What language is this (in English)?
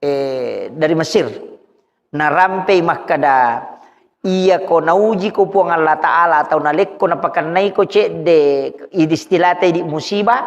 Buginese